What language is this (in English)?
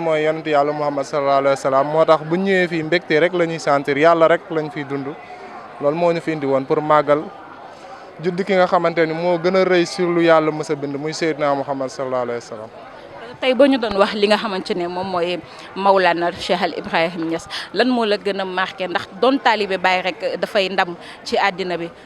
Wolof